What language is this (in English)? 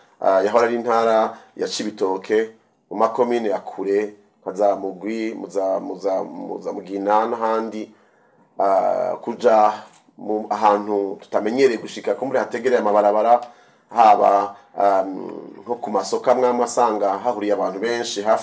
Rundi